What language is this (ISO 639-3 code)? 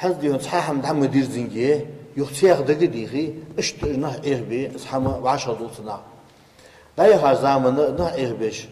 inh